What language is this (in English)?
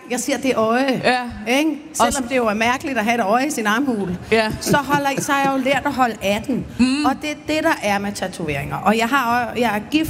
Danish